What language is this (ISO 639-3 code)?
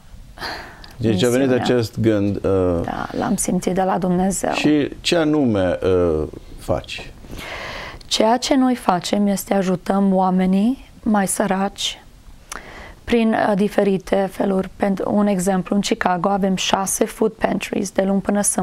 ron